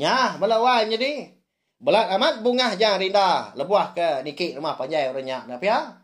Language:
Iban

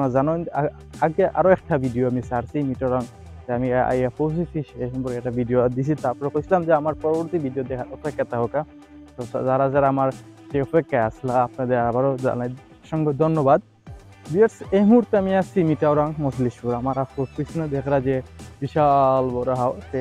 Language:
Sylheti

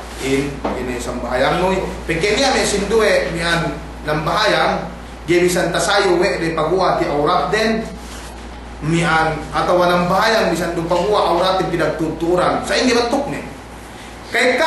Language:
Yakan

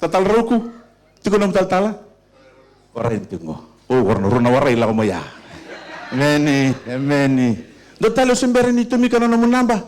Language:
Fijian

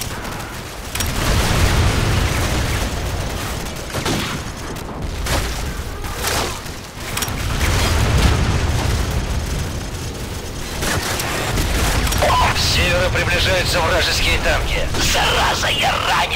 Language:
Russian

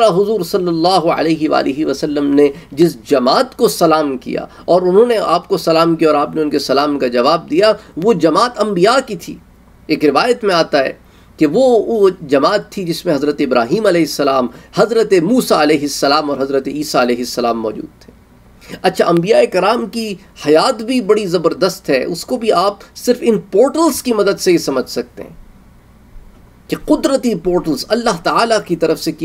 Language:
Urdu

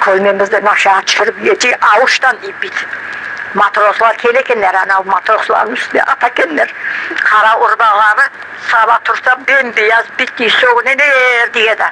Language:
Crimean Tatar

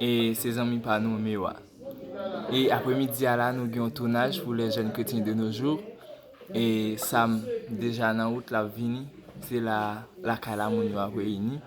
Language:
Haitian Creole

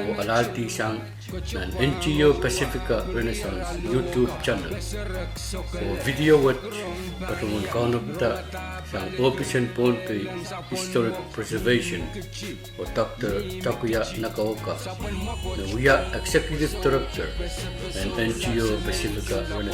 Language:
Pohnpeian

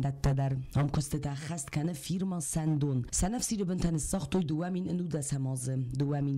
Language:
Ossetic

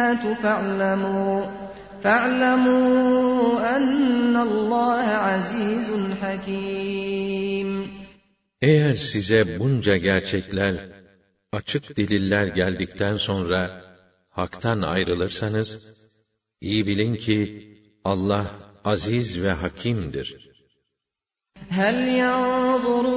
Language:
Turkish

